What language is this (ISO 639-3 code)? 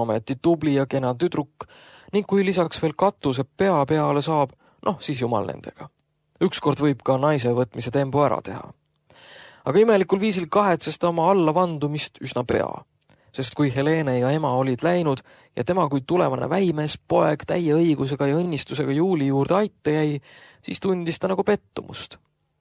est